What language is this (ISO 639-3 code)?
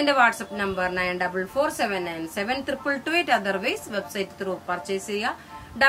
mal